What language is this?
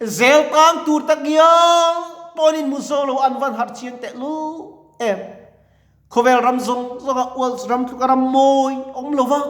Mizo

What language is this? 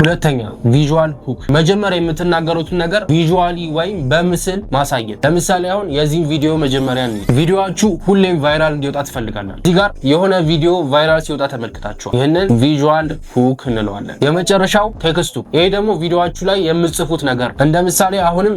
Amharic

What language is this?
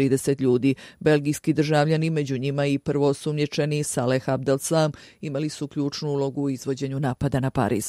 Bosnian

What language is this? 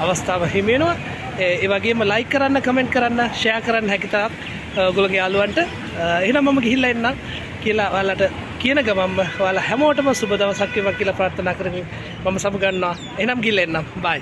Sinhala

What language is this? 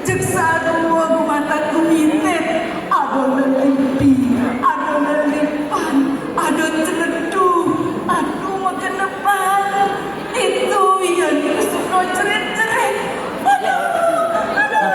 Balinese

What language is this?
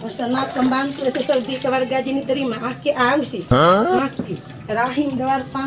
Bima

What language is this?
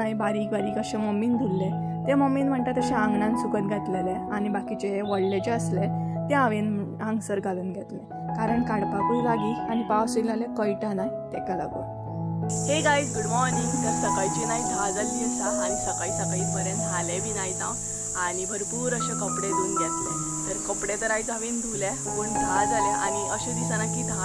Konkani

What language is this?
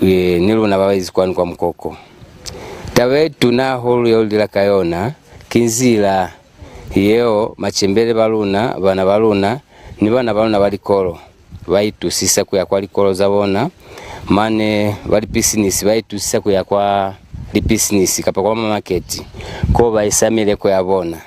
Lozi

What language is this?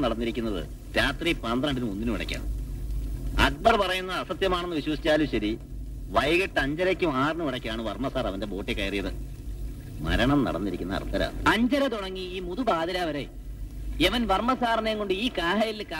Malayalam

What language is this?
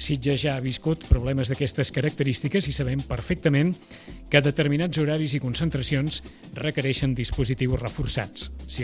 Catalan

